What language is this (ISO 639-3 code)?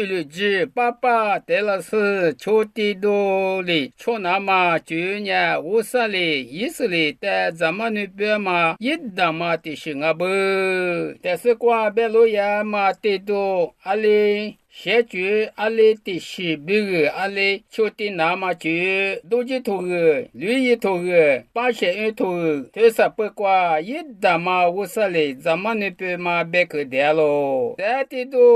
lis